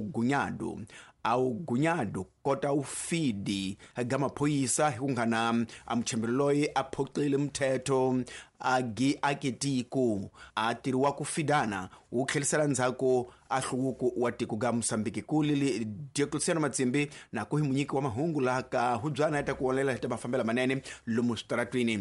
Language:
Tsonga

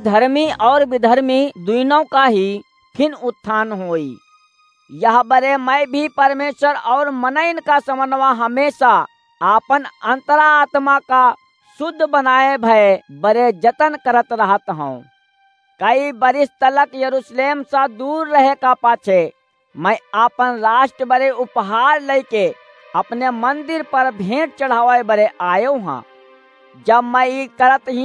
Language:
Awadhi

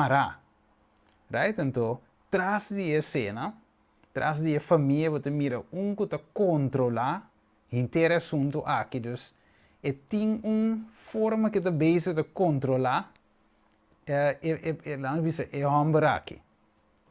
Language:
Papiamento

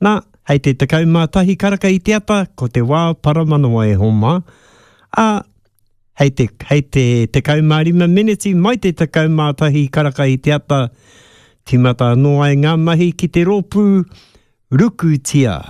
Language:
Māori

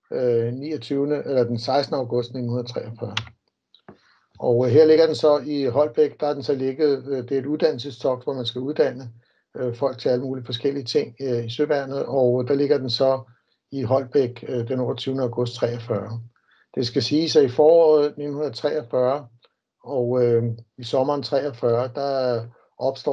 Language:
Danish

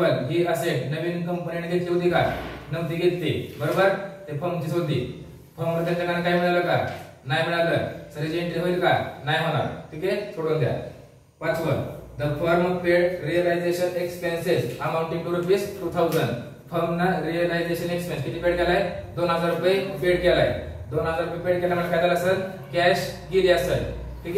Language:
Marathi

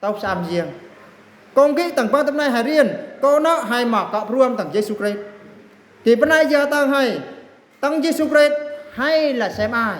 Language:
Eastern Bru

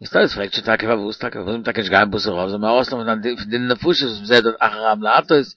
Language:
Yiddish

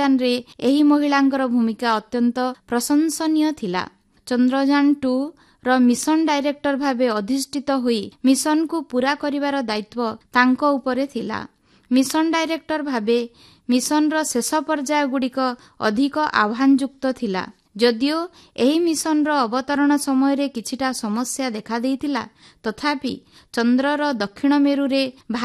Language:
Odia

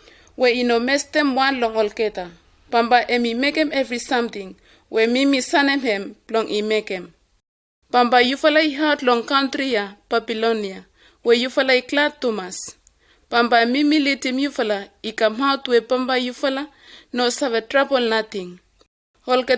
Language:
Bislama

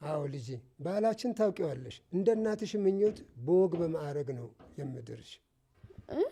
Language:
Amharic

